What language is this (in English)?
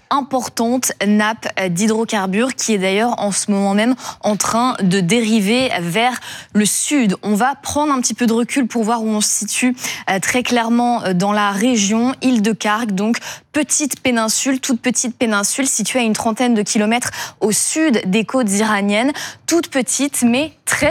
French